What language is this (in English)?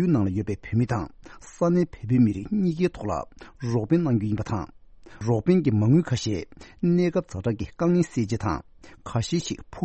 Tibetan